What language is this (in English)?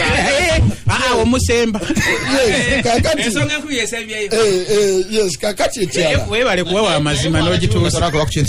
Ganda